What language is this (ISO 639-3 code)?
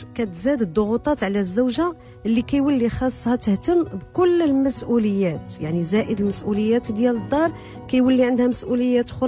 ary